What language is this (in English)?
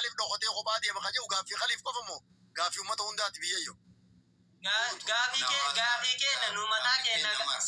Oromo